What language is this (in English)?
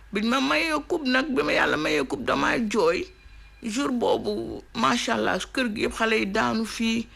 Wolof